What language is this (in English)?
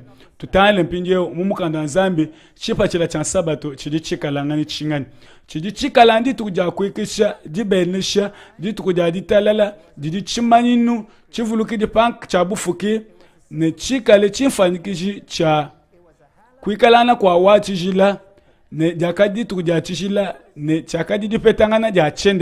Luba-Lulua